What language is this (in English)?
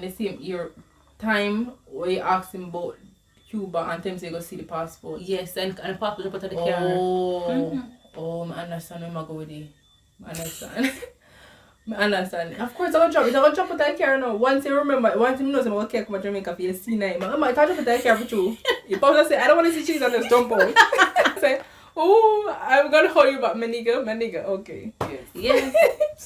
Jamaican Creole English